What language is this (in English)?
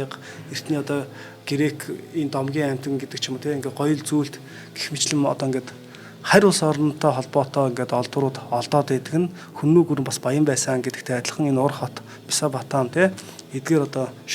Mongolian